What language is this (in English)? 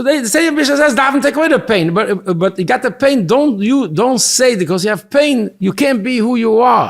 Yiddish